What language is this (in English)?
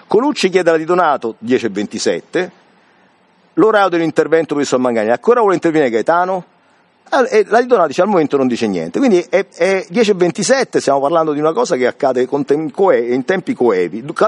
Italian